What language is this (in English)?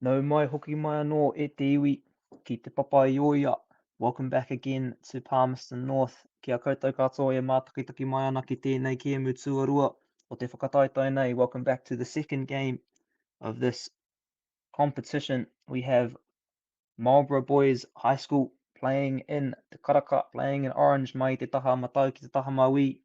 Māori